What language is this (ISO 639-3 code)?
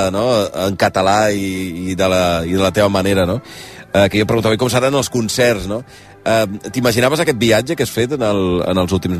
cat